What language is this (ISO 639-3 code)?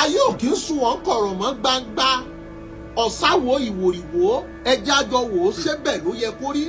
yor